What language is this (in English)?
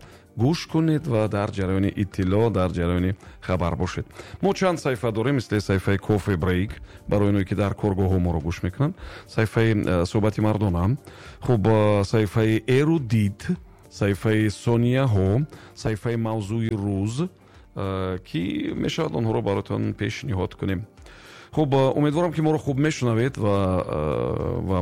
Tajik